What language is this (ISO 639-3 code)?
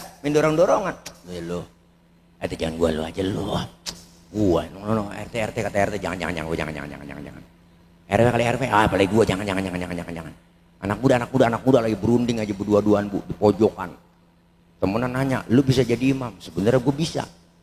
bew